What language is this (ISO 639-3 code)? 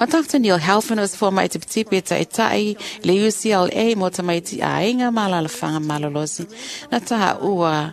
smo